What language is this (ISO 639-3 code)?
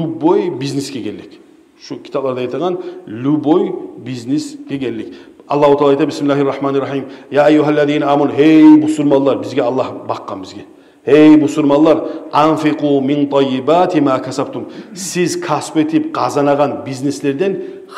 kum